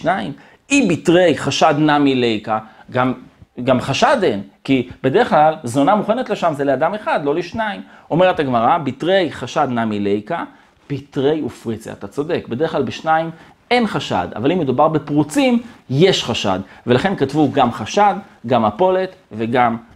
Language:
Hebrew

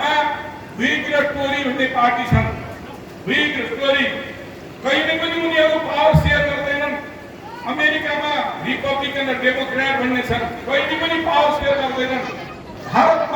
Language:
Nepali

